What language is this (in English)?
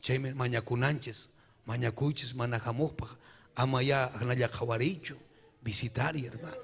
Ayacucho Quechua